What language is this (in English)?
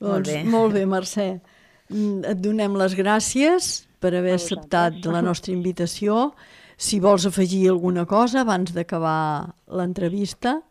Catalan